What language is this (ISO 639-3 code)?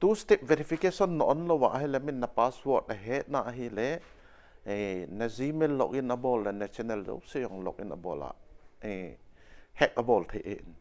tcz